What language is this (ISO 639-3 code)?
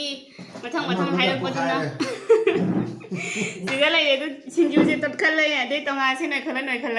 mni